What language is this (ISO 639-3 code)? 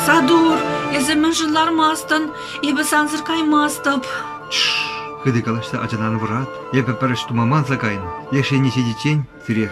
chv